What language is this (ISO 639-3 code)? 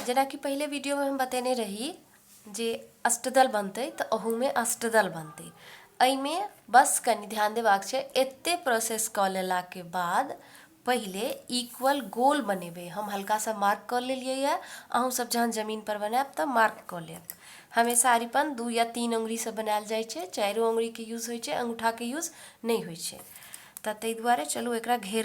mai